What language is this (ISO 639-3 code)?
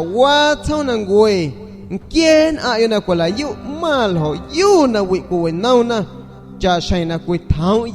azg